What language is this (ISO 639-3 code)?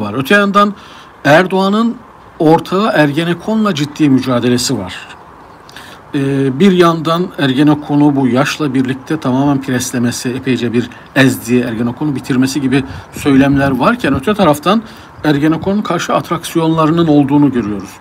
tur